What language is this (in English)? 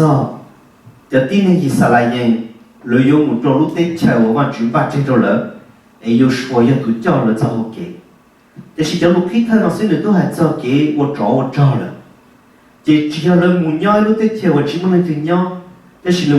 Hmong